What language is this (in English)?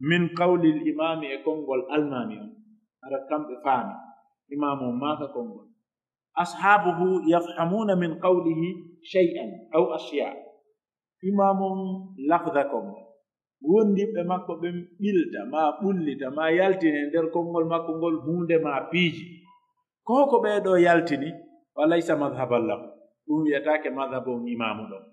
Pular